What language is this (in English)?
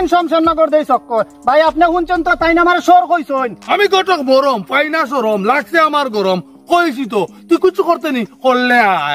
Sylheti